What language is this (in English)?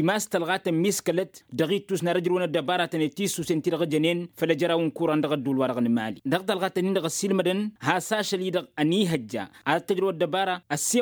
Tamasheq